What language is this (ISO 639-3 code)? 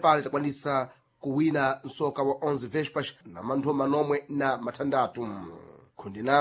seh